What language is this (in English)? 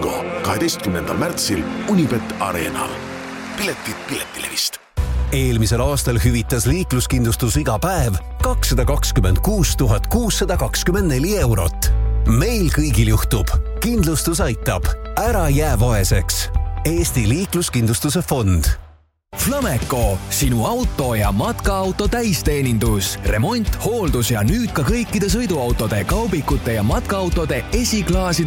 Estonian